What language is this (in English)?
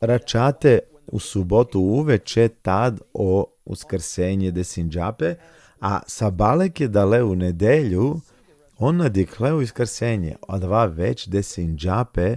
Balkan Romani